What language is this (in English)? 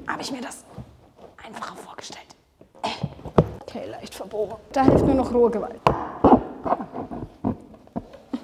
German